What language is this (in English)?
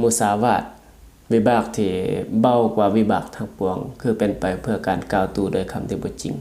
Lao